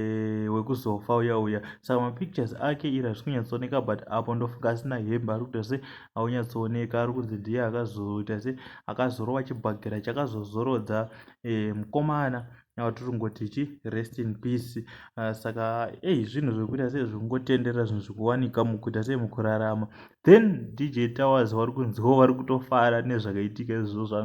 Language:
Shona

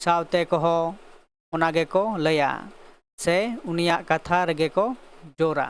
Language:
Santali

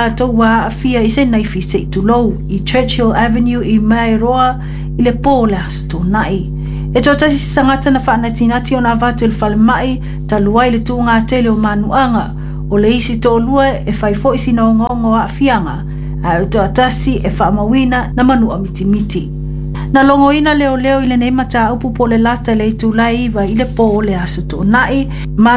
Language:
Samoan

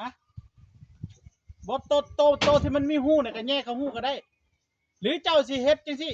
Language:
Northeastern Thai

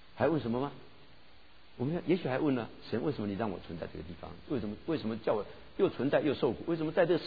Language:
Chinese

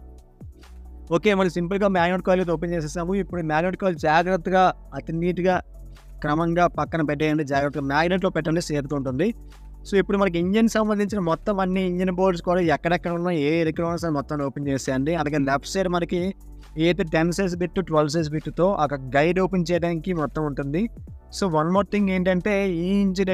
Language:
Telugu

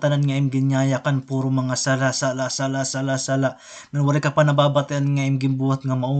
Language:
Waray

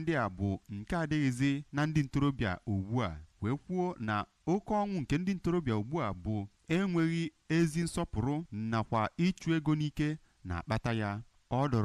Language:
Igbo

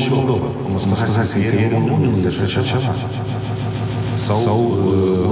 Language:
Romanian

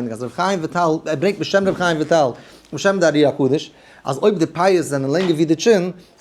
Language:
Yiddish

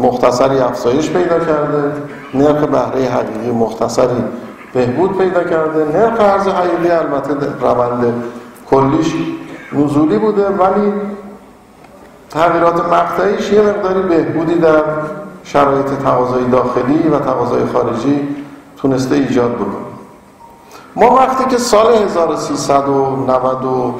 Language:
Persian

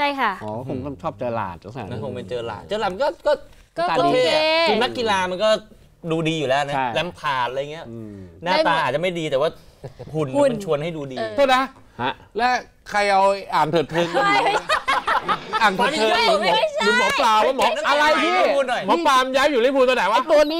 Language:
Thai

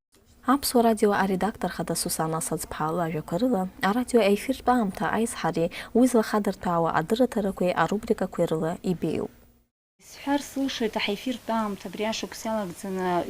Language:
Abkhazian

